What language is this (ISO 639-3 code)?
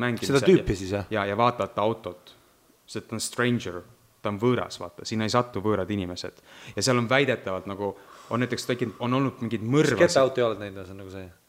est